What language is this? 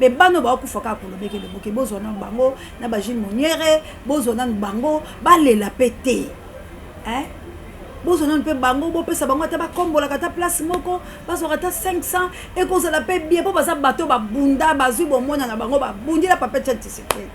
Lingala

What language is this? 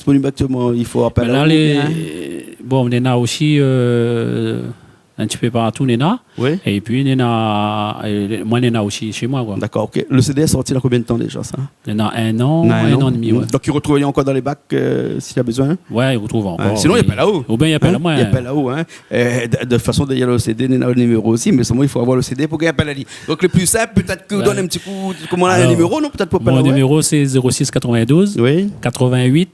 Réunion Creole French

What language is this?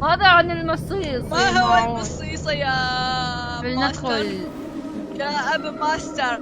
Mesopotamian Arabic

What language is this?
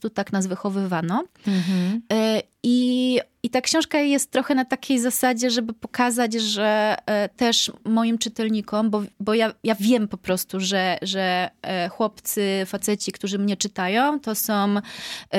Polish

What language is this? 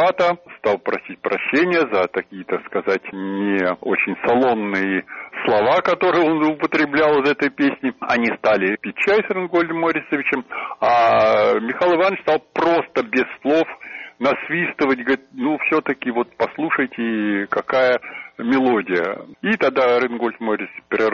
Russian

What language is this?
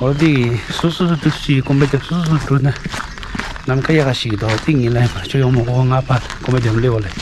Tibetan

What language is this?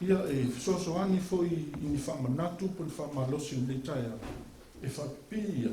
Samoan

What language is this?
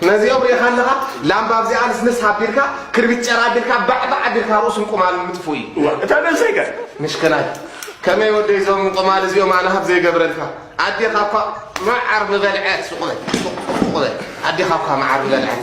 Tigrinya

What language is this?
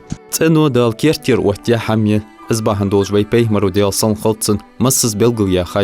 Ingush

